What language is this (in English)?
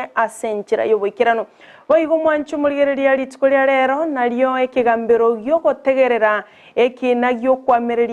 Gusii